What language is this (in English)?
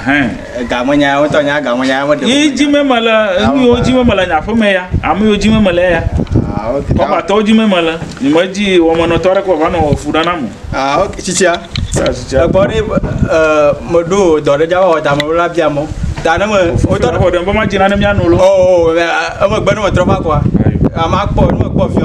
Ewe